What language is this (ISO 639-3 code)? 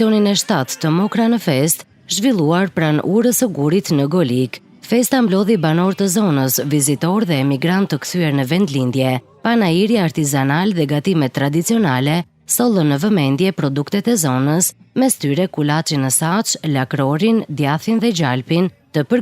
sqi